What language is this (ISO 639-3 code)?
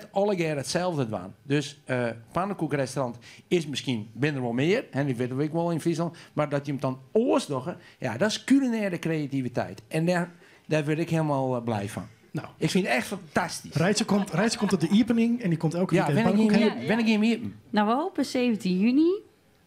fry